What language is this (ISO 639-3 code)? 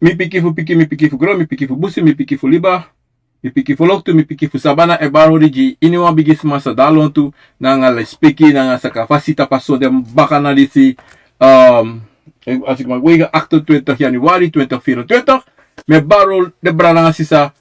srn